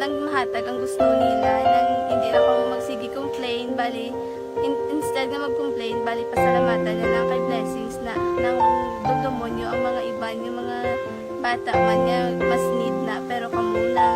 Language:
Hiligaynon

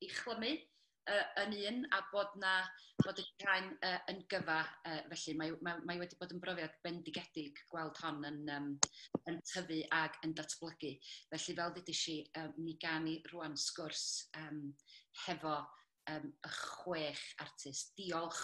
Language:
Welsh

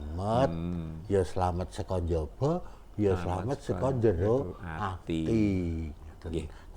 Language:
Javanese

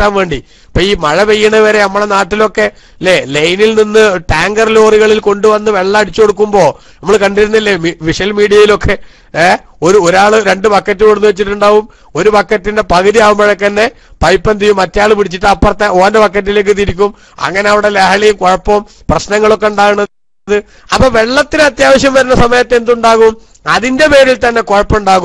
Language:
Malayalam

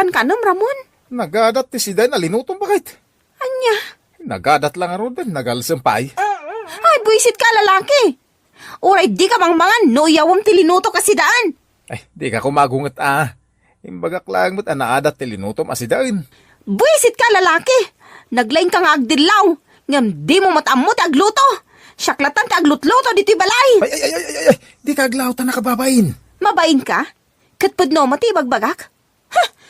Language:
Iloko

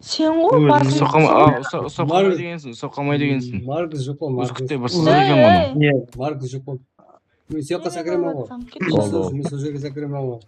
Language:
Kara-Kalpak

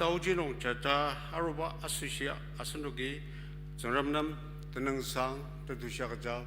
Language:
Ao Naga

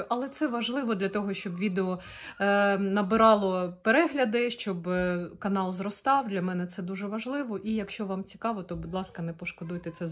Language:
Ukrainian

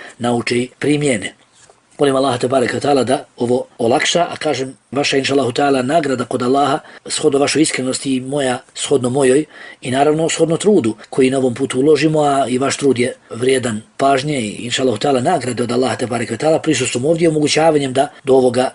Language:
Bosnian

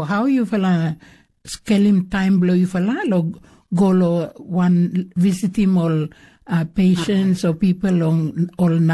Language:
Bislama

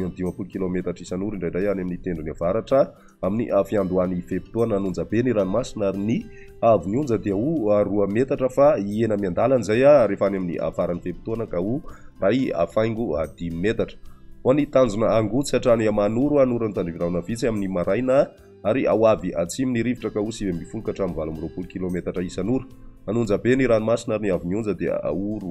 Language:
Malagasy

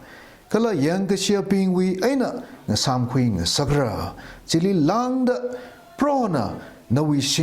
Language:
Tangkhul Naga (India)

